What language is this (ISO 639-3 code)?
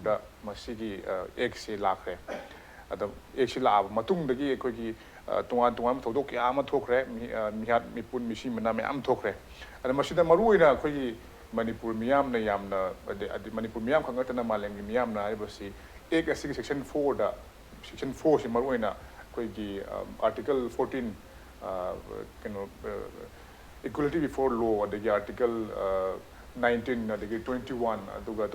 mni